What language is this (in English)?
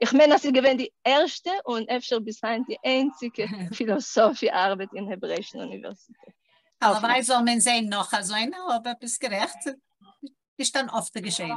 Yiddish